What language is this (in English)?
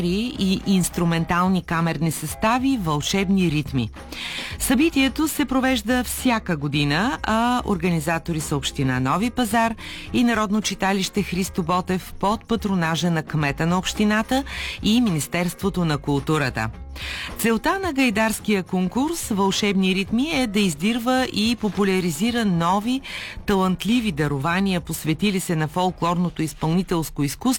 Bulgarian